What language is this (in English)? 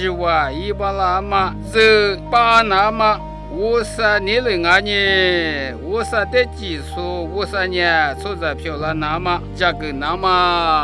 Lisu